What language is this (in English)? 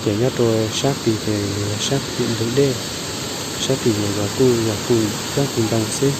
Hmong